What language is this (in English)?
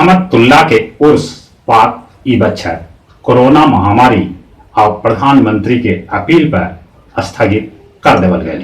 Magahi